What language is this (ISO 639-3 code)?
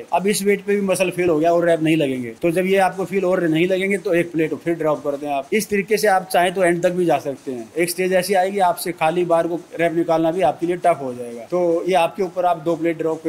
hin